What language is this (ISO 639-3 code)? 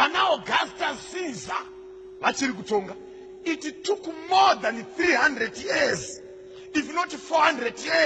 sna